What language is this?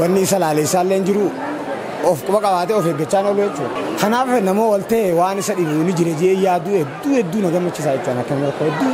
Oromo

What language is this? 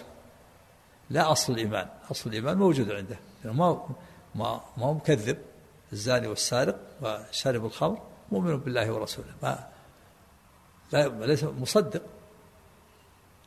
Arabic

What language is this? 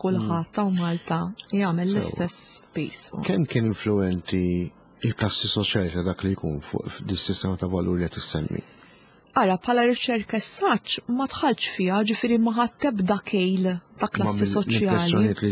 Maltese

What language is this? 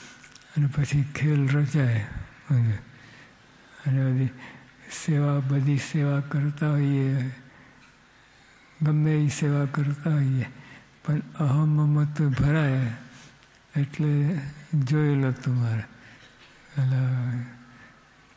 Gujarati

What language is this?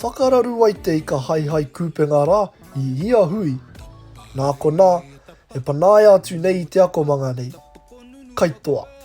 Māori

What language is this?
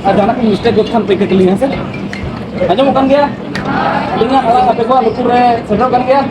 Santali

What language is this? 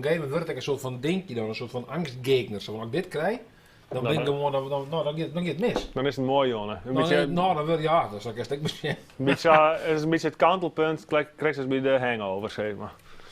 Western Frisian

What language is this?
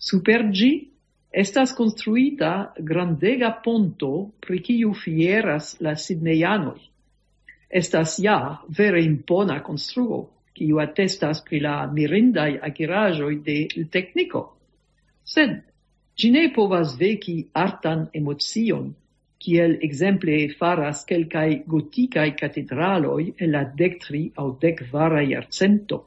Esperanto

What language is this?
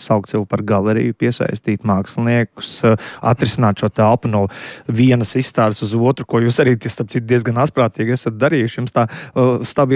Latvian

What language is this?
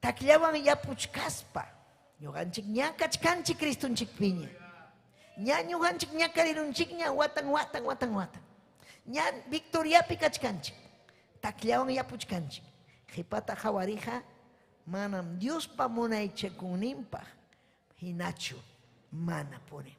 Ayacucho Quechua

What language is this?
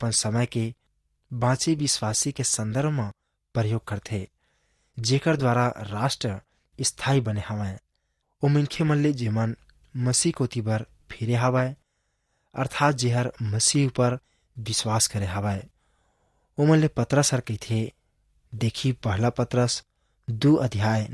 Chhattisgarhi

